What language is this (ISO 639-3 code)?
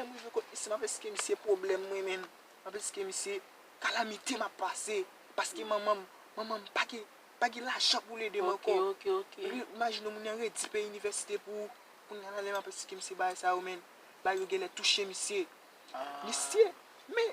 hat